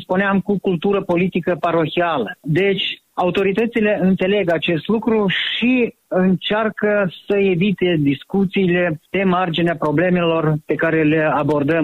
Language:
Romanian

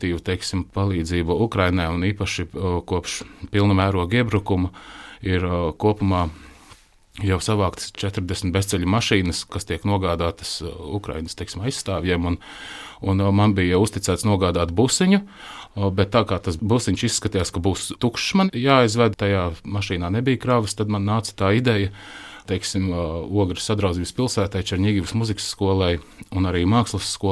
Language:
Latvian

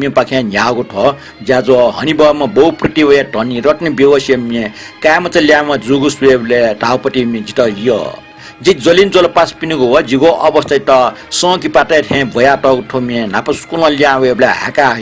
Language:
Newari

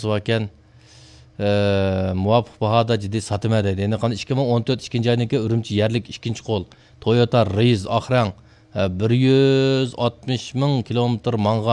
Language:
Uyghur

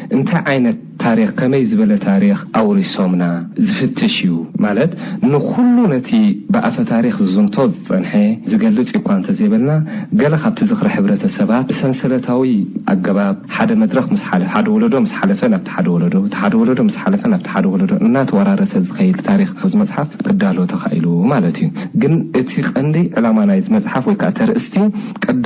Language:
Tigrinya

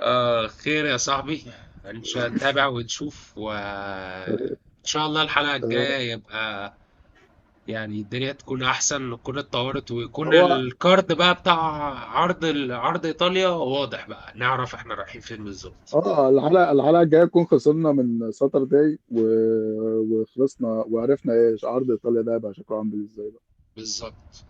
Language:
Egyptian Arabic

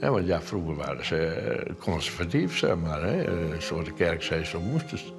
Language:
Western Frisian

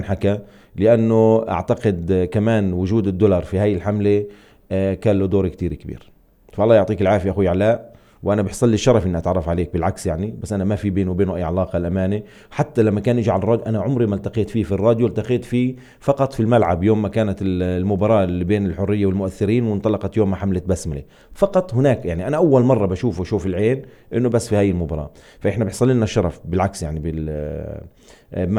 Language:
North Levantine Arabic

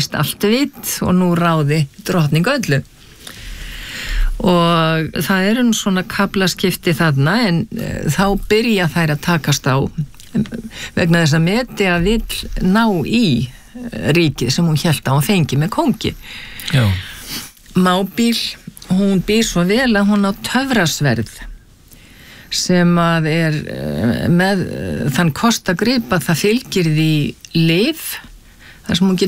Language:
Icelandic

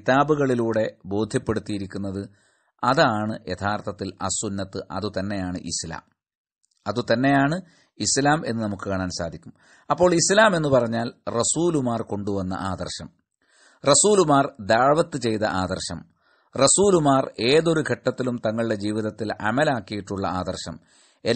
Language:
Malayalam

